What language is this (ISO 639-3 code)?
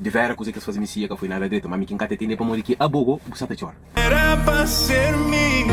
kea